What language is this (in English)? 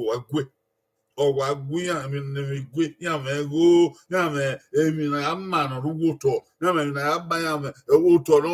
Bini